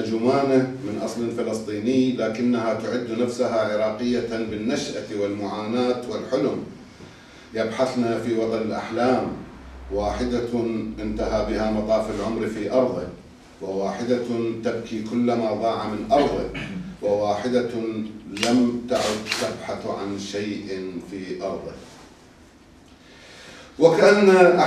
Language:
Arabic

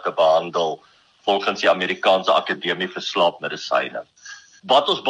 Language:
Afrikaans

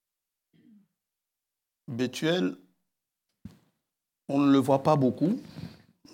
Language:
French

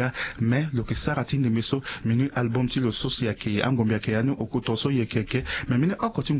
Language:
Sango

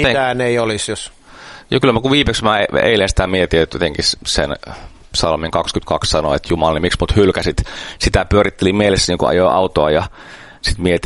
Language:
Finnish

